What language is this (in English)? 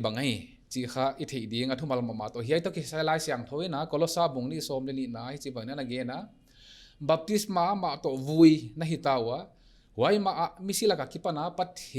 Paite Chin